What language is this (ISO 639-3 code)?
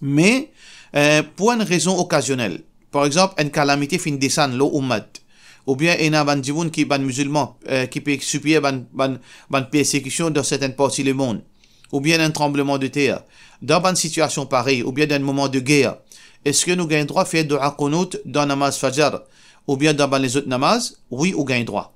mfe